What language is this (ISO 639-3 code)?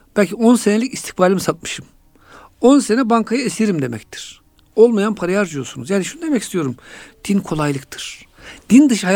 tur